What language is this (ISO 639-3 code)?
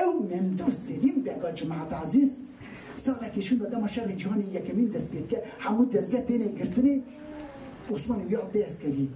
kur